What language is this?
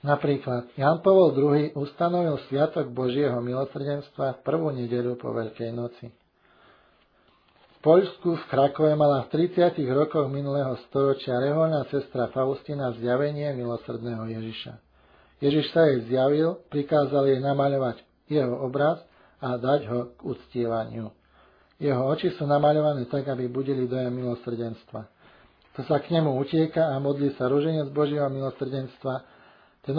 Slovak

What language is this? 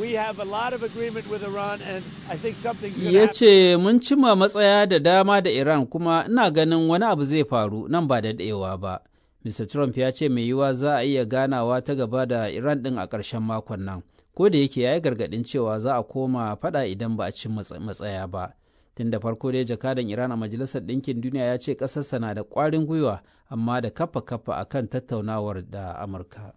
Hausa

